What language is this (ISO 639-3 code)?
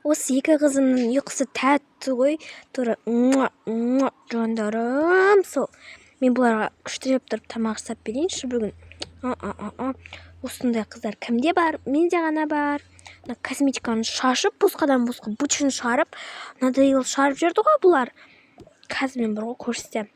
kaz